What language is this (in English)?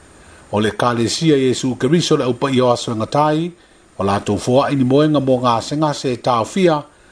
Samoan